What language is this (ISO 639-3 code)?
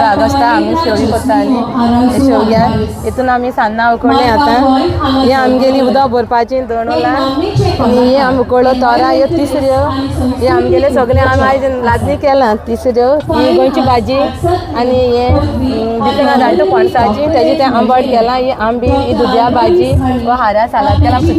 kok